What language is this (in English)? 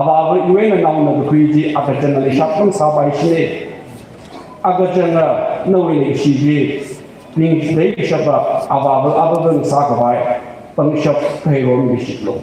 Tangkhul Naga (India)